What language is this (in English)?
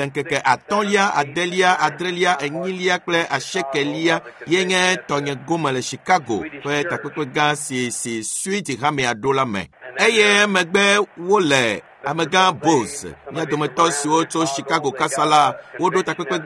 Ewe